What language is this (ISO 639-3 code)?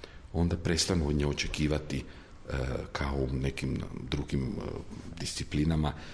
hrv